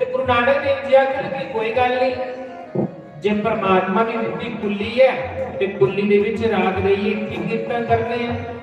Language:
Dogri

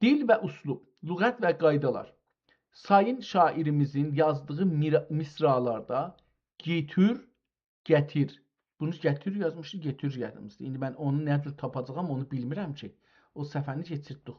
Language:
South Azerbaijani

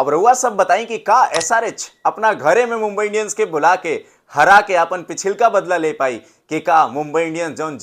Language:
Bhojpuri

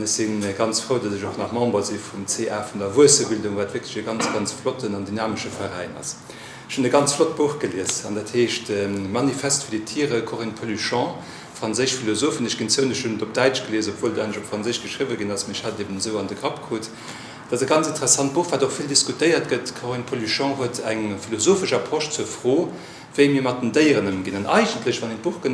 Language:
Luxembourgish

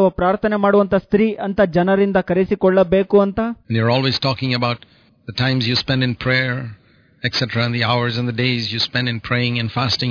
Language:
Kannada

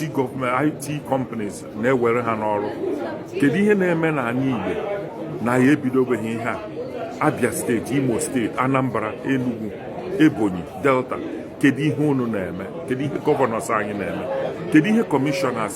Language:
Igbo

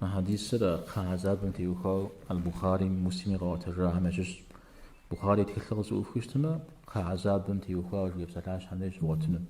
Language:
Kabardian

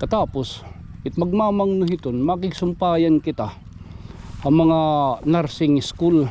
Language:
Waray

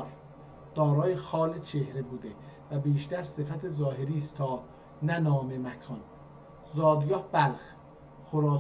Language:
South Azerbaijani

